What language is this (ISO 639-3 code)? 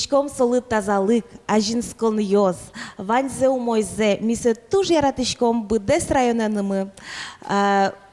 udm